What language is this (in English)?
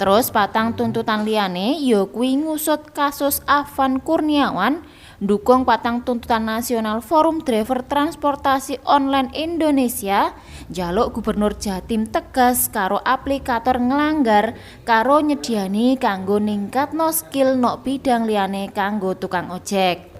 Javanese